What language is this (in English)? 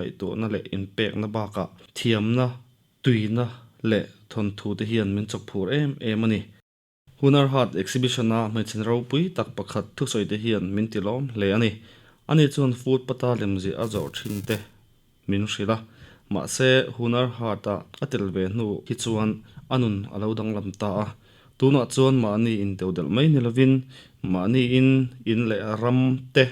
Mizo